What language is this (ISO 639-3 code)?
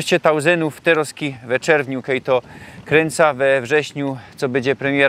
szl